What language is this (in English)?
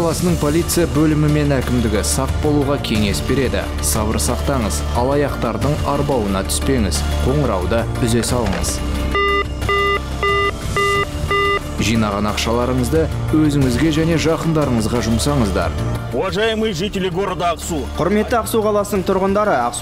Kazakh